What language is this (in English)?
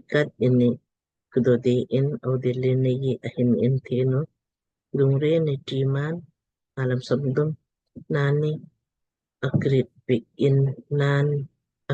Lamkang